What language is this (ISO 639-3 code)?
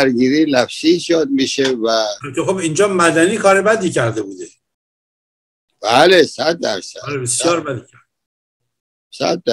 fas